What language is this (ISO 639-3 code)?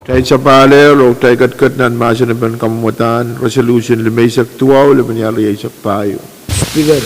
pon